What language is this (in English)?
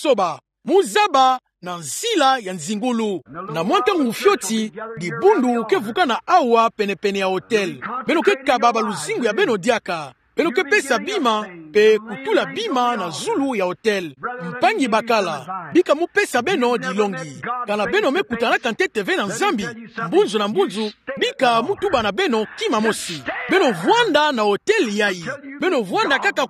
Kituba (Democratic Republic of Congo)